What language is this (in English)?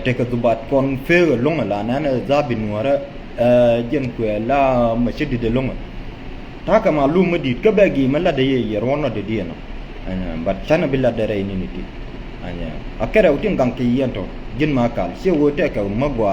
Nuer